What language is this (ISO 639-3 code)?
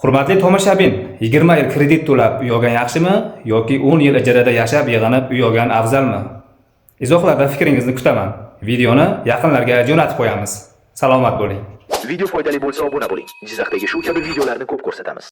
uzb